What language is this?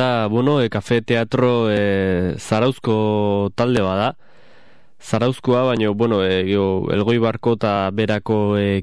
Basque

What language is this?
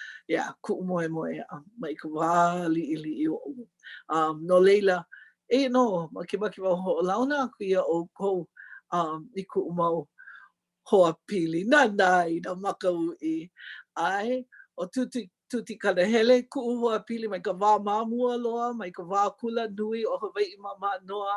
Hawaiian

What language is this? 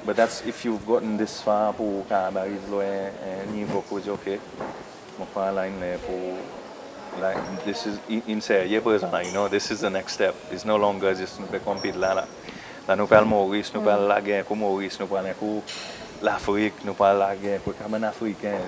Seselwa Creole French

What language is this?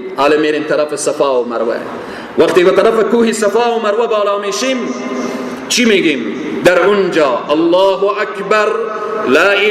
Persian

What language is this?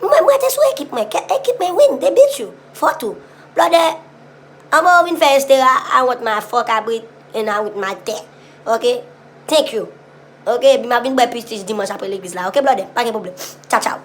Haitian Creole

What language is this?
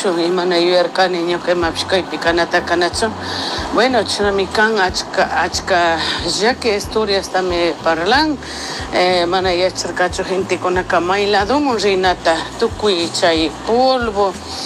Chimborazo Highland Quichua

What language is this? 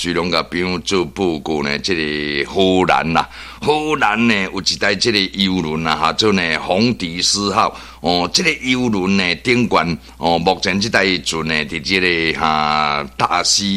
Min Nan Chinese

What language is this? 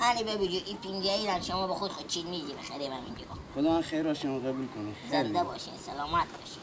Persian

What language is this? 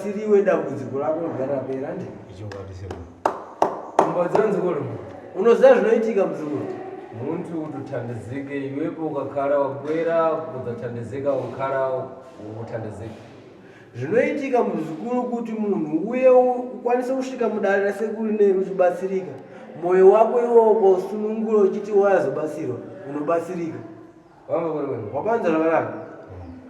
Shona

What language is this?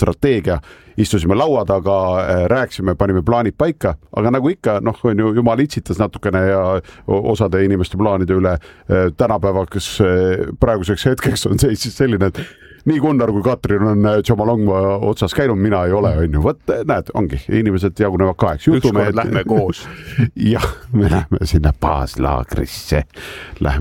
Estonian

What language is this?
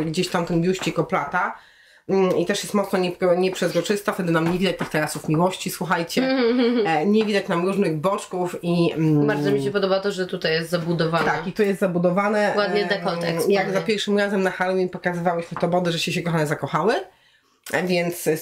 Polish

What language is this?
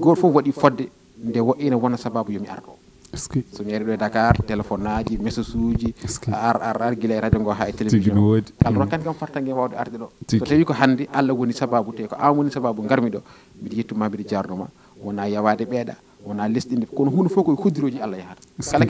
Fula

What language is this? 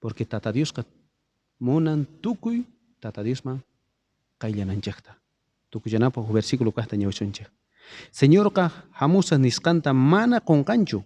South Bolivian Quechua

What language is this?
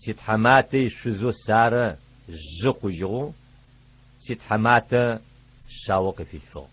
Adyghe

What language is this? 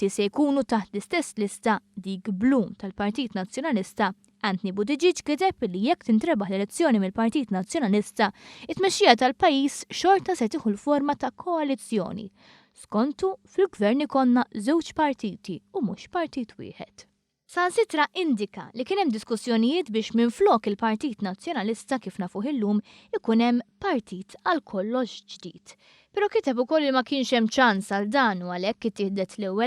Maltese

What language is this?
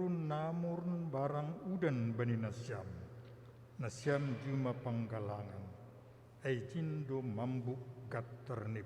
Batak Simalungun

